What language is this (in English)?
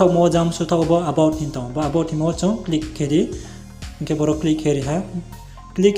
Riang (India)